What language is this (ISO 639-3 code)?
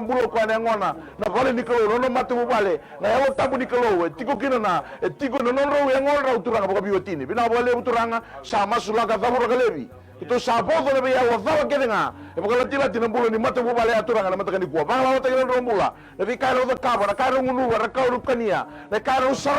fij